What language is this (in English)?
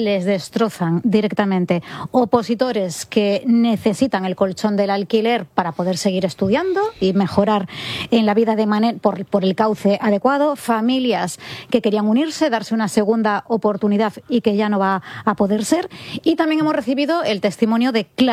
Spanish